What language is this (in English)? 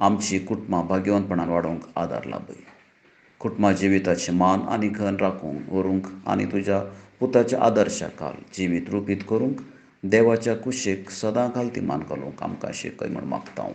Konkani